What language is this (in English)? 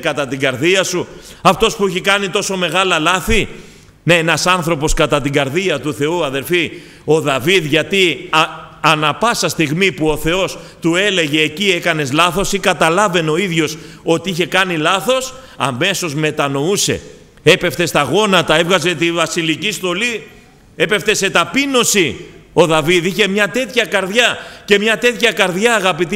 Greek